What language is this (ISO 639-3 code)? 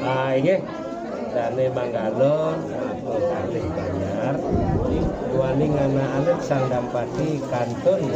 ban